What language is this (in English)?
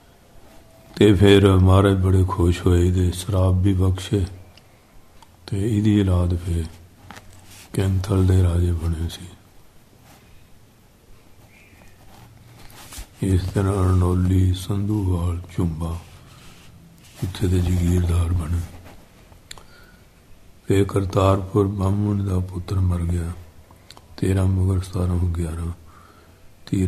Punjabi